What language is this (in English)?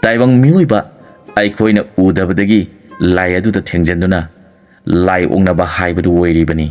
Manipuri